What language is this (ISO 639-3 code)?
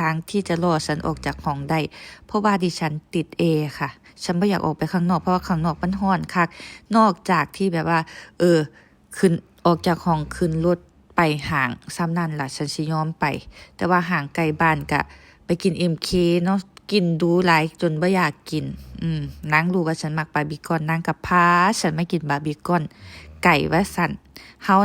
lao